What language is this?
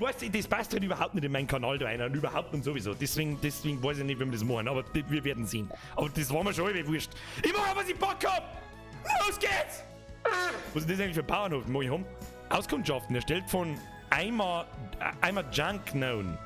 Bavarian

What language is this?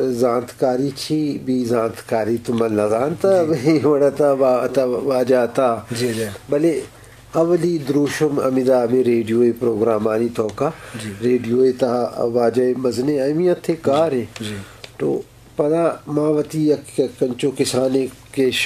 Baluchi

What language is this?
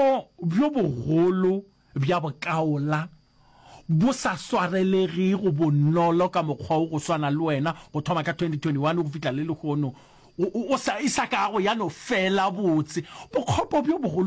Northern Sotho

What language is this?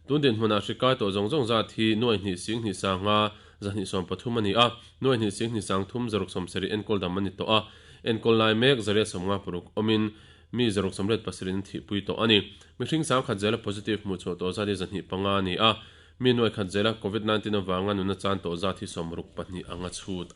Mizo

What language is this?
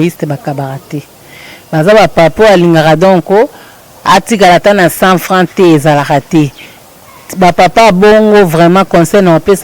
Lingala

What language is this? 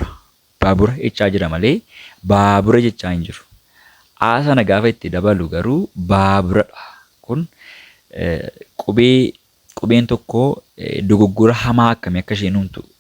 Oromo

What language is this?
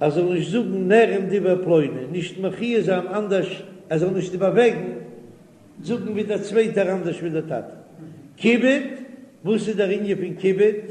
Yiddish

